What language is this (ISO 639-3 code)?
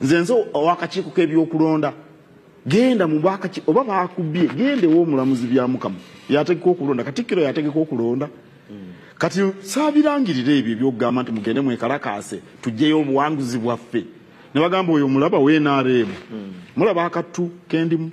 lug